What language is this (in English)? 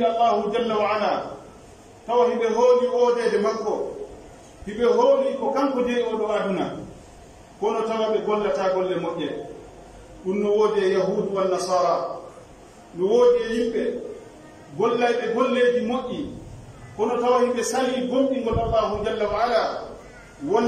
Pular